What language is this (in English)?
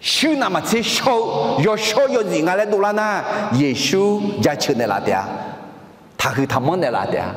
Akha